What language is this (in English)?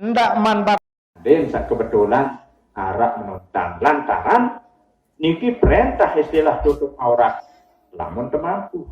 Sasak